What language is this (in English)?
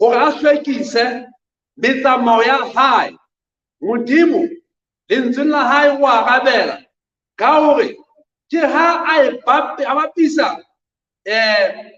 Southern Sotho